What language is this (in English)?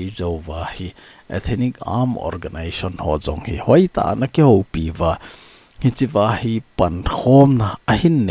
Thado Chin